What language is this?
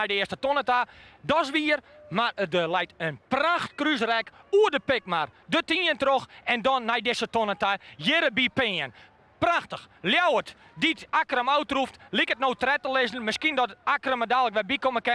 Western Frisian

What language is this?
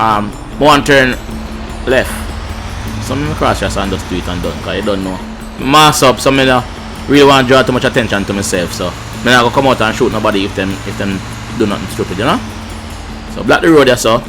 Jamaican Creole English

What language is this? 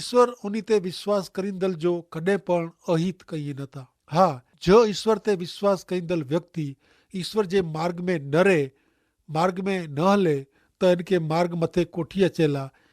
Kachhi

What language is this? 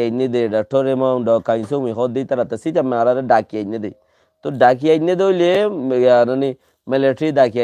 Rohingya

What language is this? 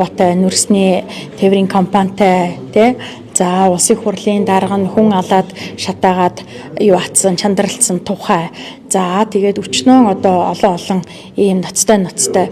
Mongolian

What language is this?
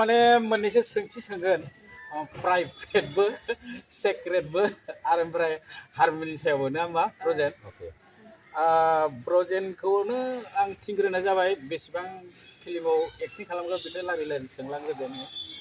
Bodo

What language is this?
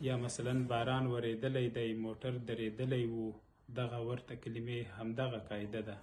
Pashto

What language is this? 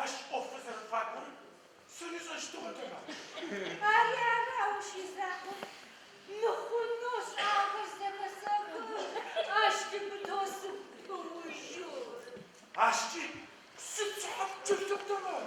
Adyghe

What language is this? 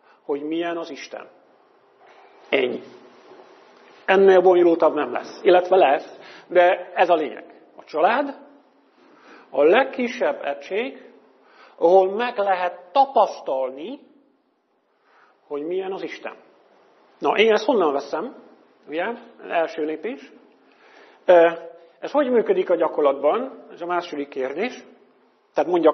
Hungarian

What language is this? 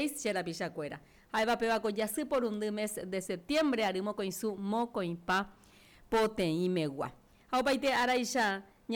Guarani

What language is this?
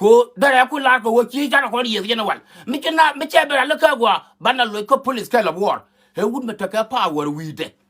Nuer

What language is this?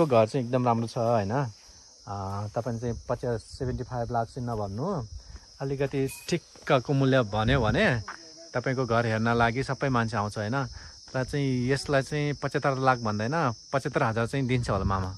Nepali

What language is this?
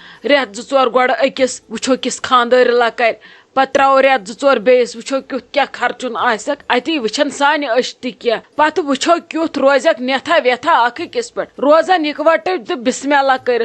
Kashmiri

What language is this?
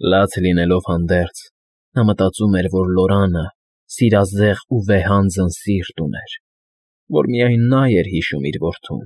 Armenian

